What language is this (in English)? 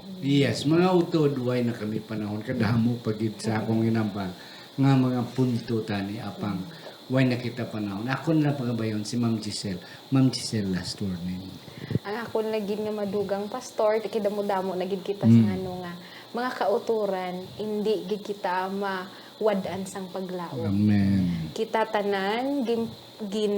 Hiligaynon